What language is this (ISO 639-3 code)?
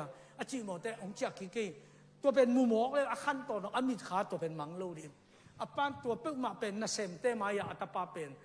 ctd